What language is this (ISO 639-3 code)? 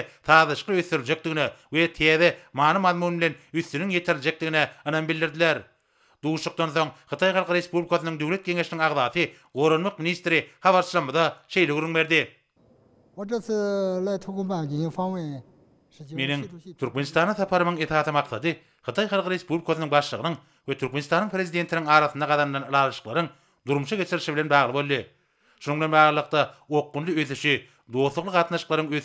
tuk